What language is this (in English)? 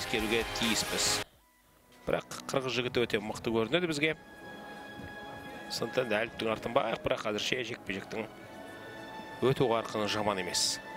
Kazakh